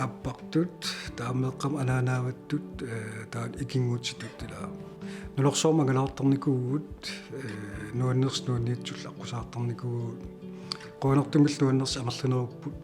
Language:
Kalaallisut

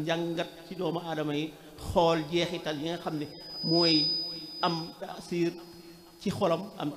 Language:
Wolof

